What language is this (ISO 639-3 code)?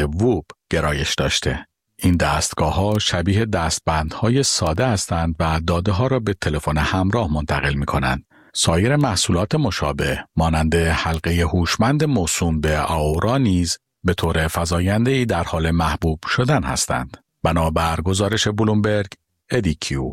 fas